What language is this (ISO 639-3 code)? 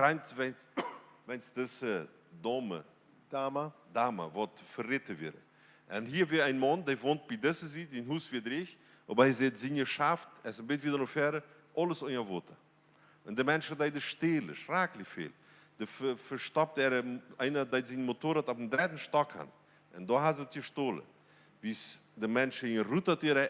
pdt